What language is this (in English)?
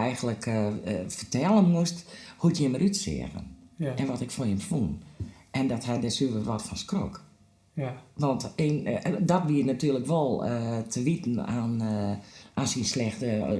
Western Frisian